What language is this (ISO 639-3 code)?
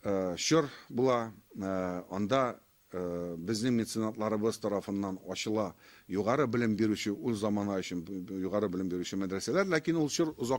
tat